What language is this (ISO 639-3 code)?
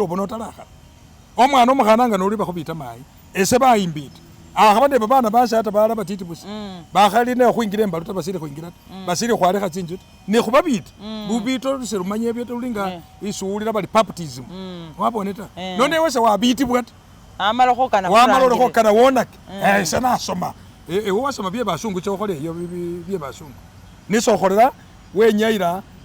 myx